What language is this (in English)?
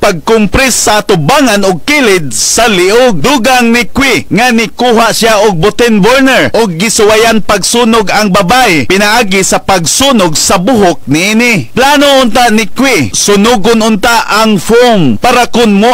Cebuano